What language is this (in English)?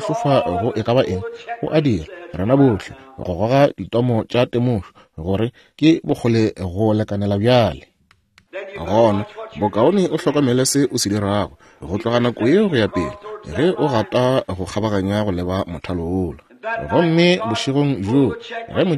Northern Sotho